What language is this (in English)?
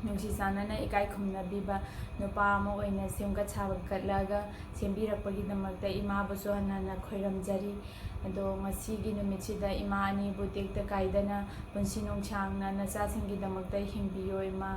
Manipuri